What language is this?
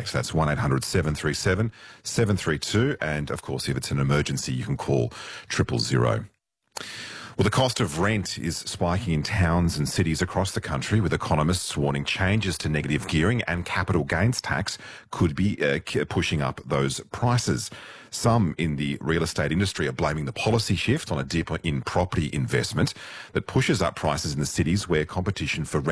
English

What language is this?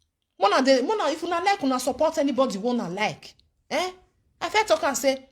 Nigerian Pidgin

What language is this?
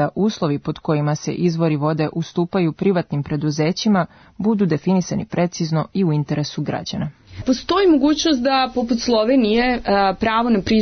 Serbian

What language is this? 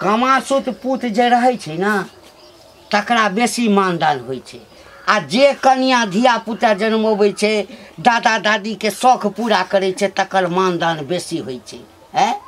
Maithili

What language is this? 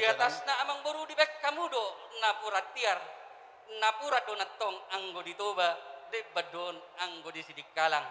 Batak Toba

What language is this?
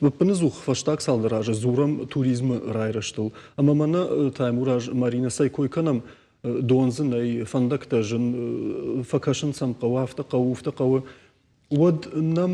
Ossetic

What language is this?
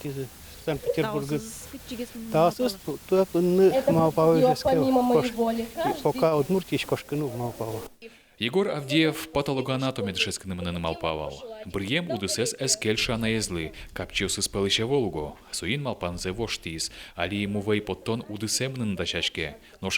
Udmurt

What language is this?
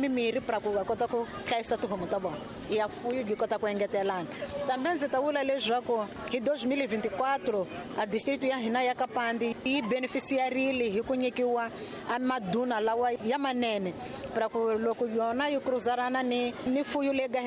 Tsonga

